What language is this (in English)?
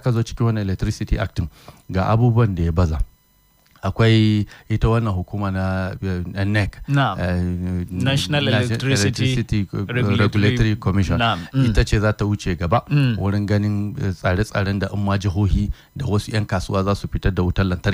Hausa